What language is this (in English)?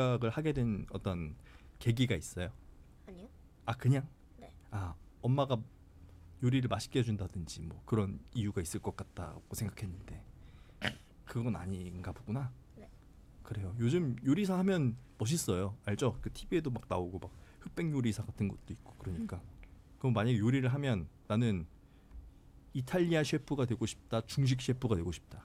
Korean